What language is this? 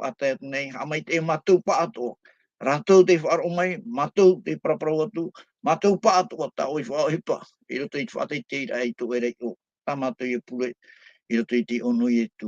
Tahitian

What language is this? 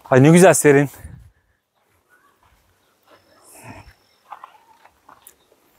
Turkish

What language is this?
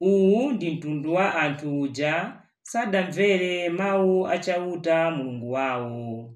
Nyanja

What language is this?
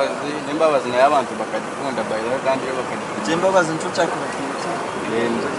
Nyankole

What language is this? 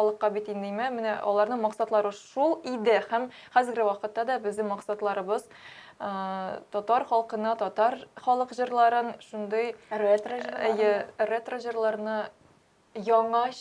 Tatar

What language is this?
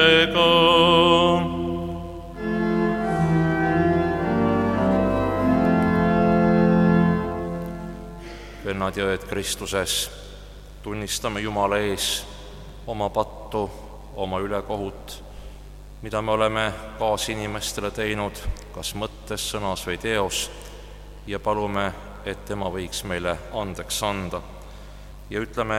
Estonian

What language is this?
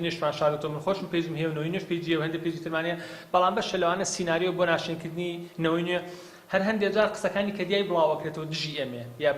Central Kurdish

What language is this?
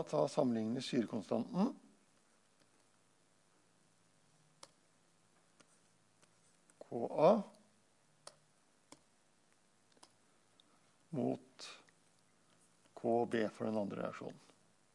Norwegian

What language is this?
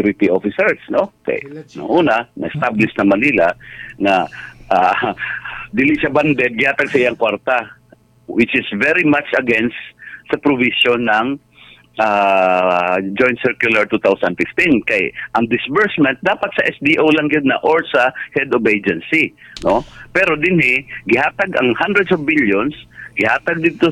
Cebuano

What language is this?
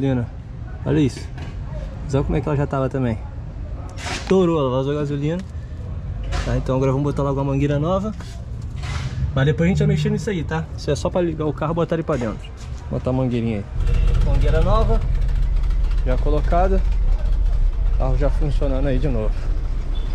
Portuguese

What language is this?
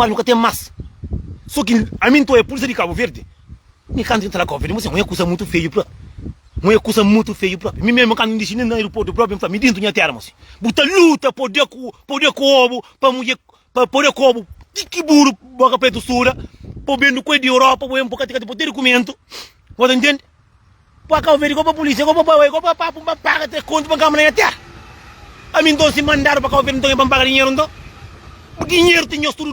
Kabuverdianu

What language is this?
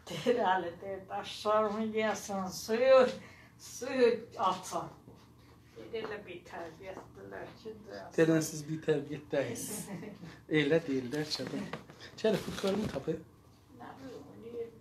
South Azerbaijani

